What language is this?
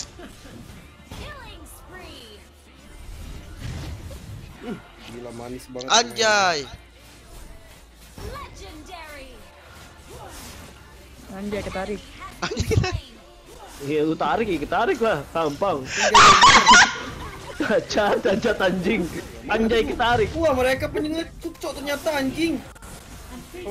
Indonesian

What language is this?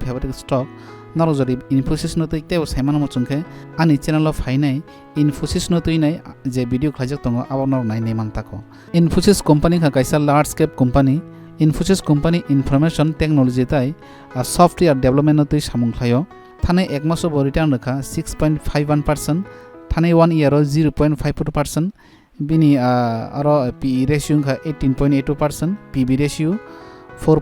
Kok Borok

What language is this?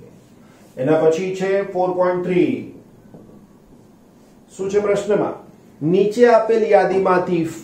Gujarati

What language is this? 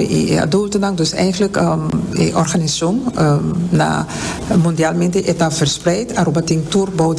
Papiamento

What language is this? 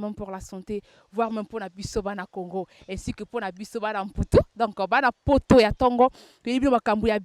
Lingala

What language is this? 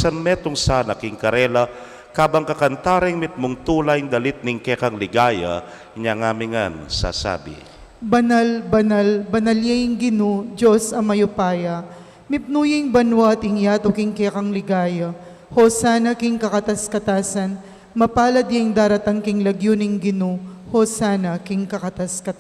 Pampanga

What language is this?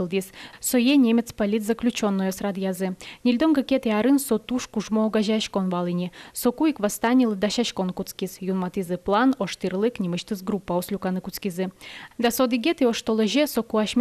Udmurt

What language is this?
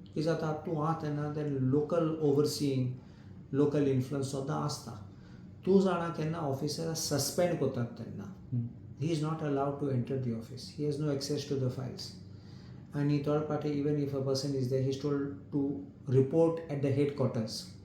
Konkani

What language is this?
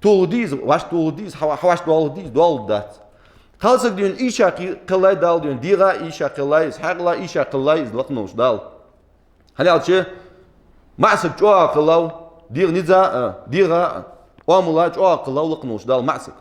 Ingush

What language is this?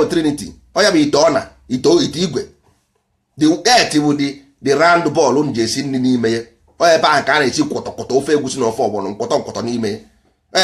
Igbo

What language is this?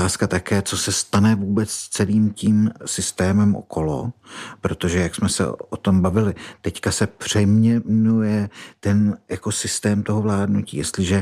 Czech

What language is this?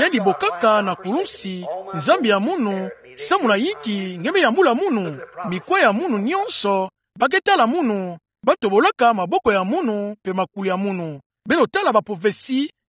Kituba (Democratic Republic of Congo)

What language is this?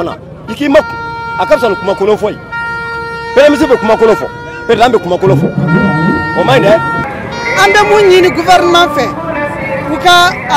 Bambara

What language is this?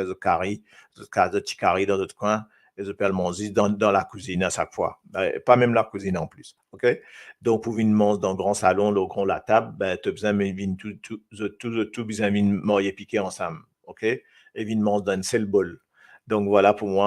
Morisyen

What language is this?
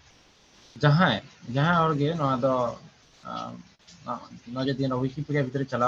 Santali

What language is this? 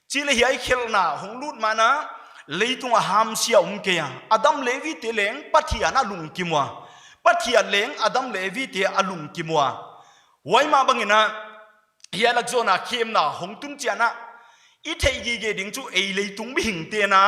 Paite Chin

